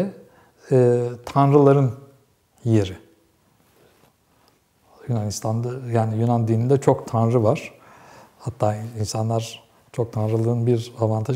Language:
Turkish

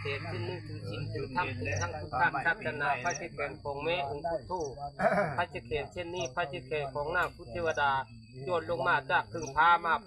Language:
Lao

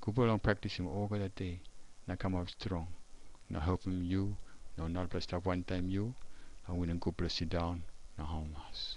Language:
Tok Pisin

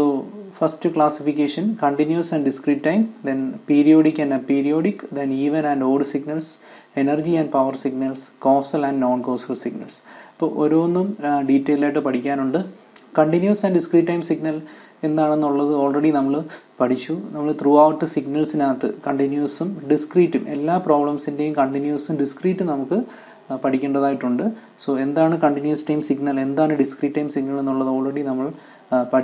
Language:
Malayalam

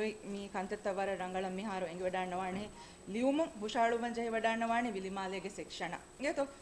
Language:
Divehi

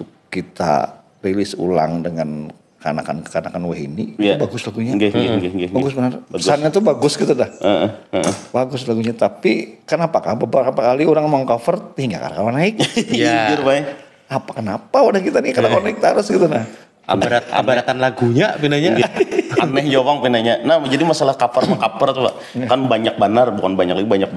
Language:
Banjar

